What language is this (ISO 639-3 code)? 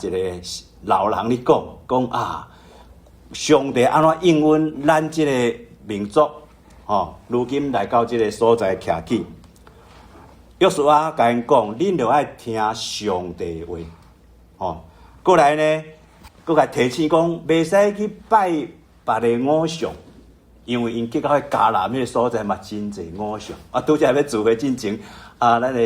nan